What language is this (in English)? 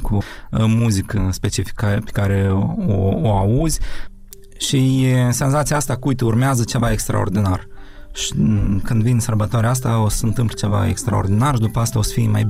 Romanian